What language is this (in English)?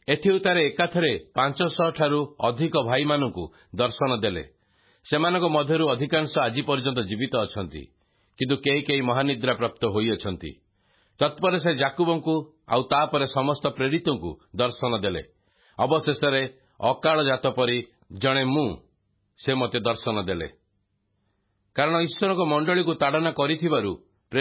Odia